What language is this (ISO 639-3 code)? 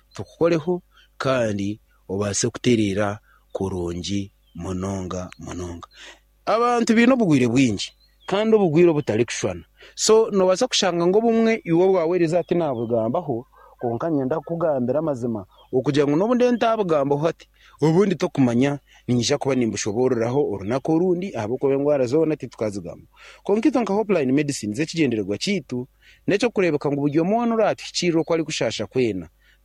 nyn